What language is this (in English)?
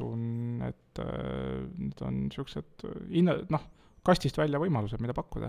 Estonian